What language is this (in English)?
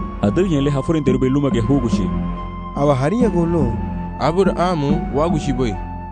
Garifuna